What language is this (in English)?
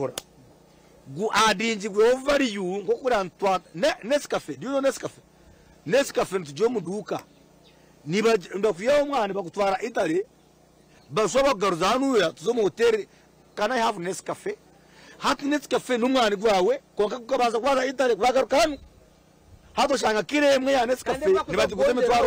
Nyankole